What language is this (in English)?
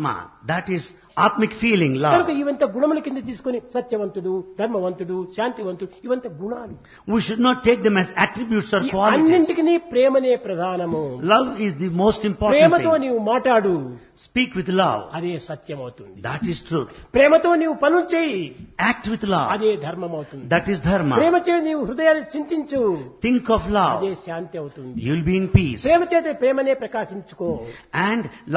Telugu